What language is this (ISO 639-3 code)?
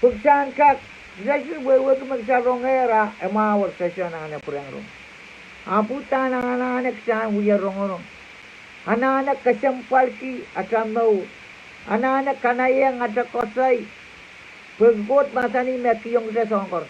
pon